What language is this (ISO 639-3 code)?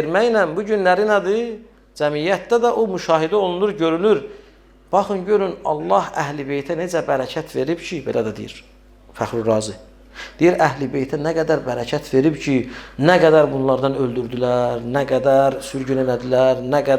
aze